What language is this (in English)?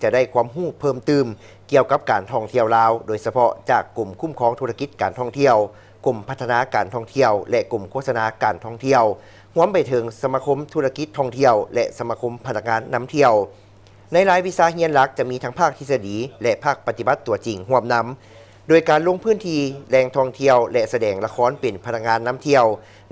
Lao